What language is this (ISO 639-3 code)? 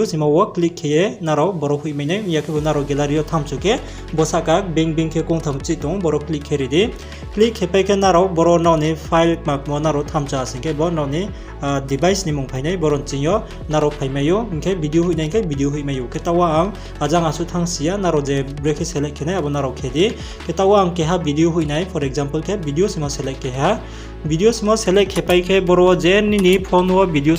ria